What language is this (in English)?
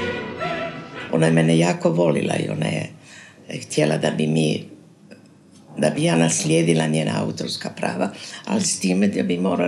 Croatian